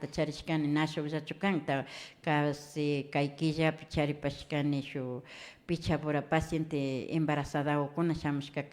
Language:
Imbabura Highland Quichua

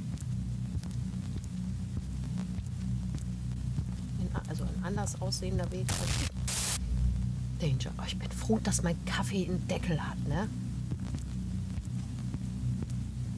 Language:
German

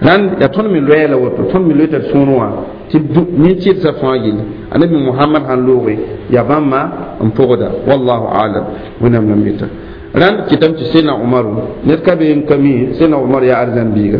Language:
Mossi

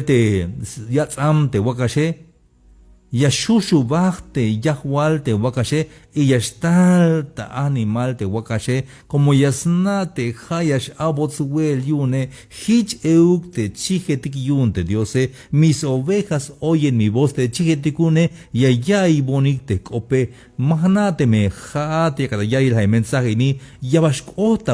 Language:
Tzeltal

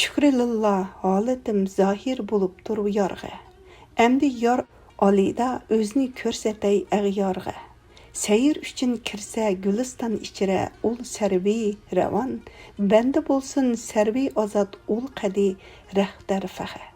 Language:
Uyghur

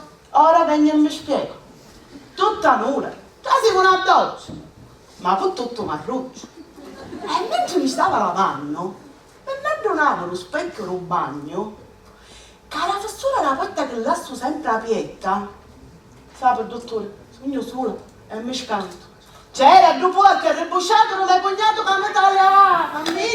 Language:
Sicilian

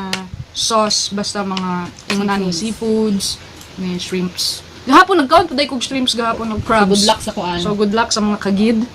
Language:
Cebuano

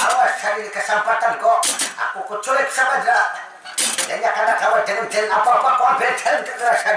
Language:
Banjar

